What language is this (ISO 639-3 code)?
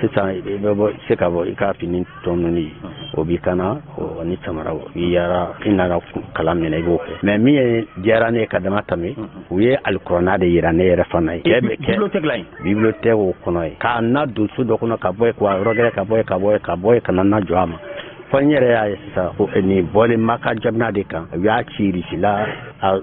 bam